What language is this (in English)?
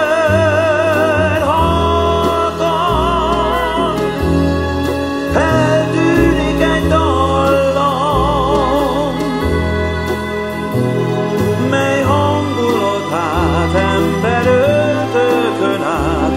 Hungarian